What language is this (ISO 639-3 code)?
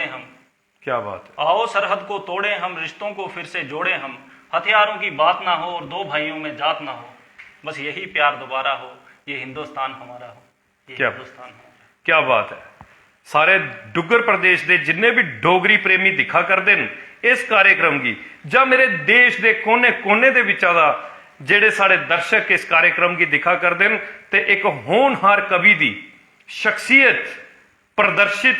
doi